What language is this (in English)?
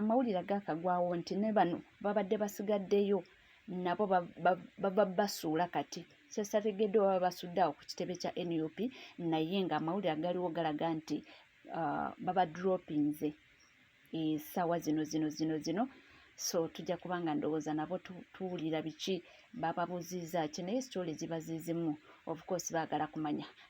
Ganda